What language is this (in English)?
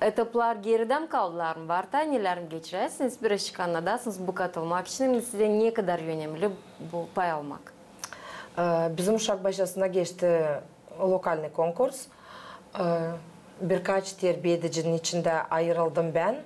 Gagauz